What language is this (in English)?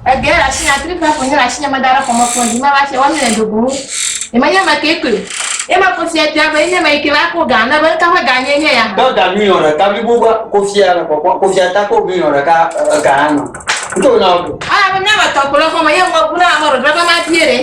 Ewe